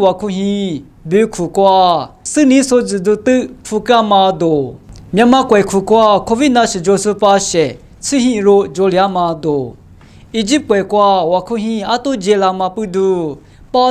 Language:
Lisu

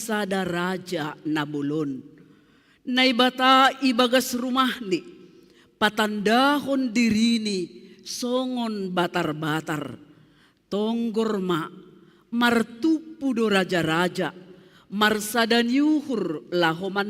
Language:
Batak Simalungun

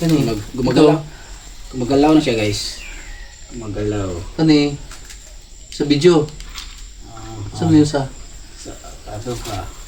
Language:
Cebuano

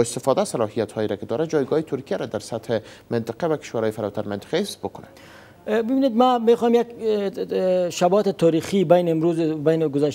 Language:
Persian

